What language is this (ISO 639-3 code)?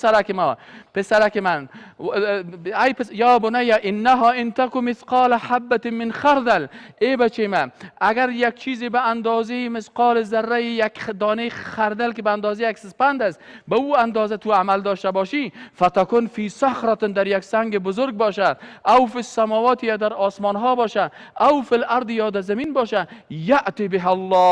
fas